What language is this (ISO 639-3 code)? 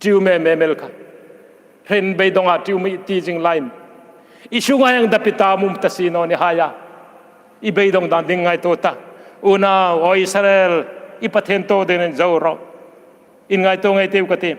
hmr